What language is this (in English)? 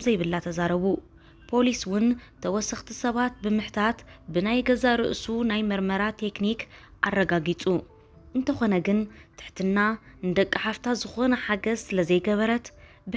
Tigrinya